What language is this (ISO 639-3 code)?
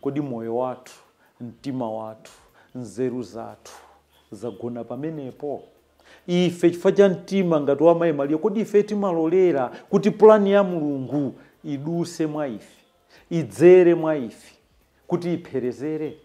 nya